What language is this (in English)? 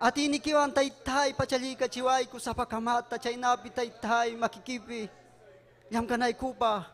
Ayacucho Quechua